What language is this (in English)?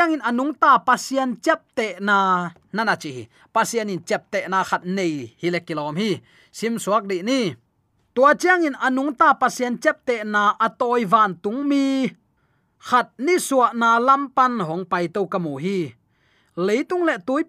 Tedim Chin